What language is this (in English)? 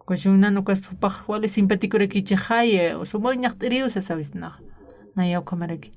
Aymara